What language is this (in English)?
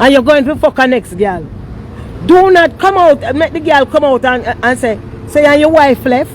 Jamaican Creole English